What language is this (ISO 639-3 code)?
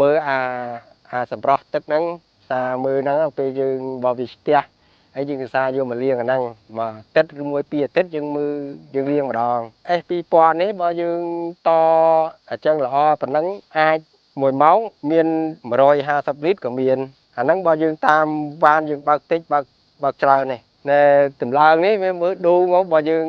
khm